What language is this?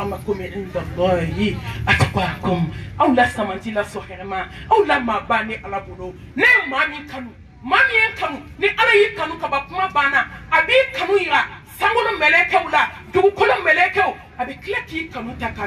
Bambara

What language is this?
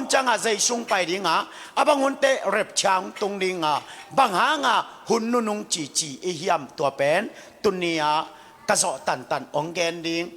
Tedim Chin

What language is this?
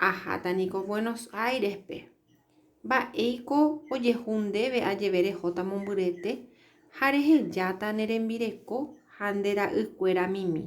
Guarani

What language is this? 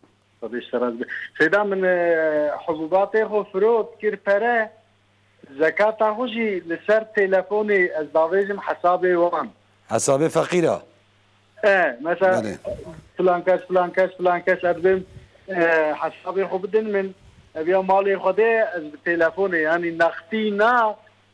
Kurdish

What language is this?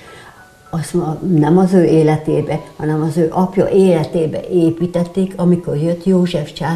Hungarian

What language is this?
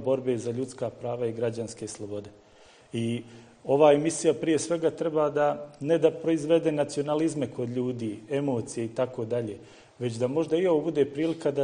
Bosnian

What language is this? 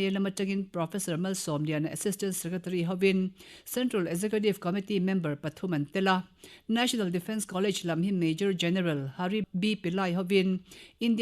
Mizo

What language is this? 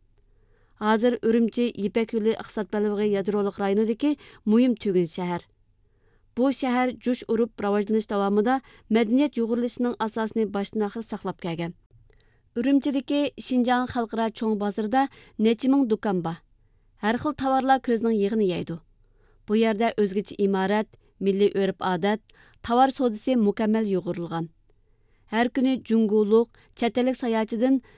Uyghur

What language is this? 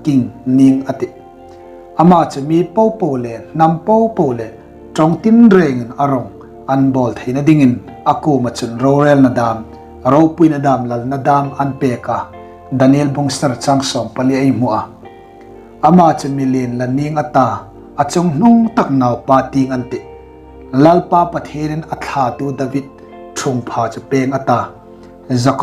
Hmar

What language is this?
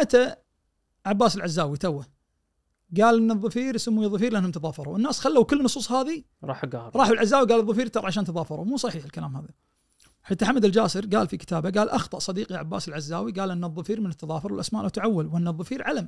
Najdi Arabic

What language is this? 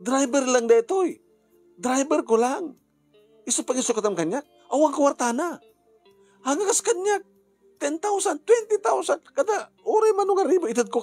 Iloko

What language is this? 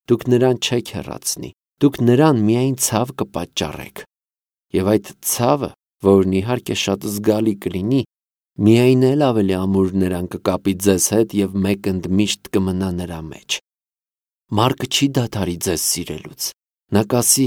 Armenian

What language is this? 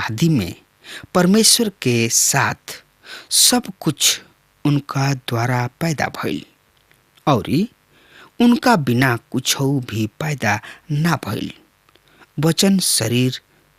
Bhojpuri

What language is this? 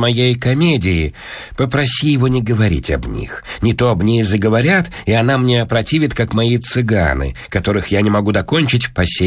Russian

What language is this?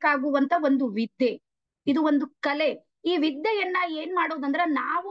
Kannada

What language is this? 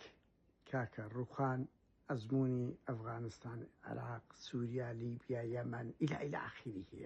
Central Kurdish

